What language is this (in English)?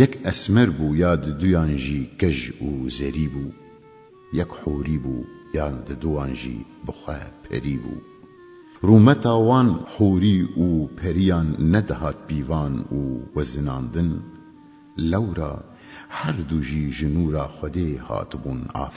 Kurdish